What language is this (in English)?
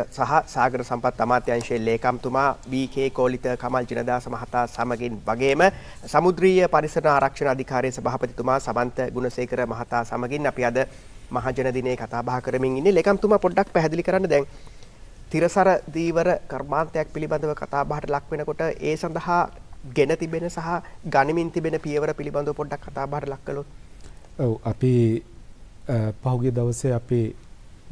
Sinhala